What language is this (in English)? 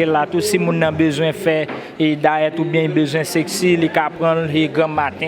Haitian Creole